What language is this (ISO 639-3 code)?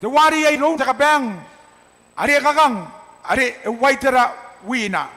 gil